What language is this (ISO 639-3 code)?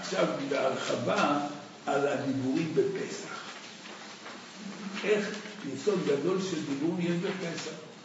heb